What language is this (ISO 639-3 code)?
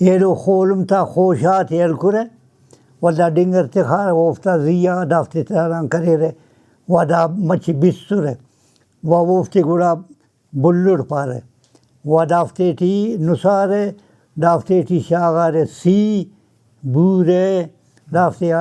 brh